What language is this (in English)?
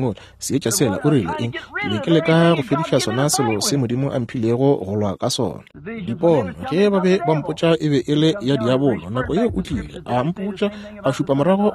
Northern Sotho